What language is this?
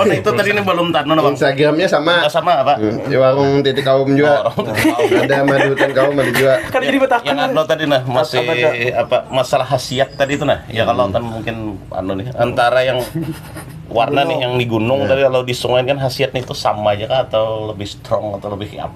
Banjar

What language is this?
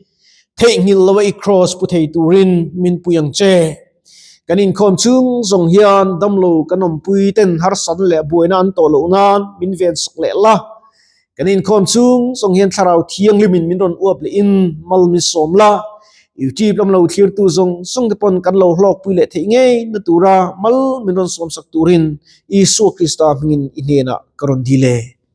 Mizo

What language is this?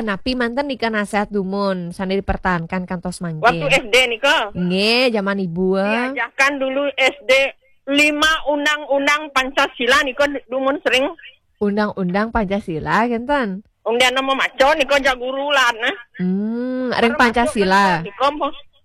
Balinese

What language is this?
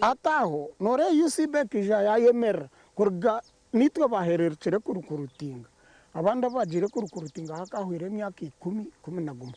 Nyankole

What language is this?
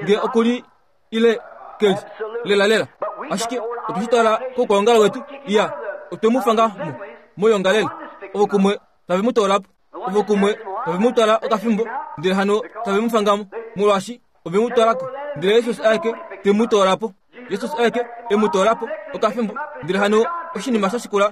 Kuanyama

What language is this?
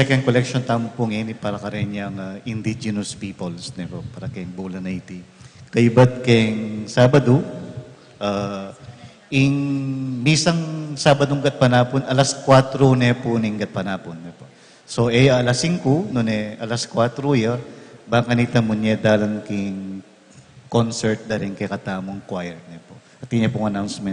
Pampanga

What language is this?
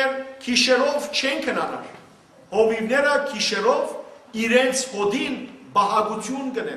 Western Armenian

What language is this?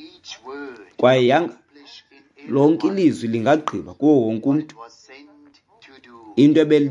Xhosa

